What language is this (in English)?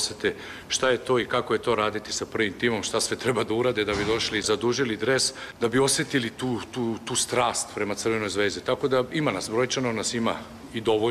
Serbian